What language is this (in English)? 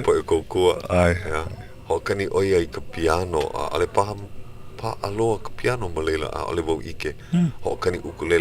Hawaiian